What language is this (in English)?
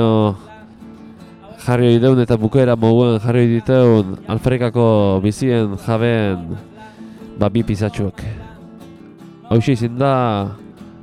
Basque